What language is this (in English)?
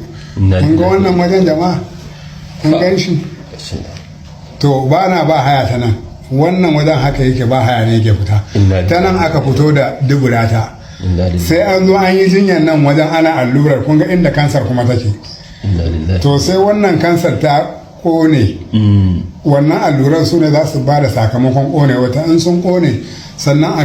Hausa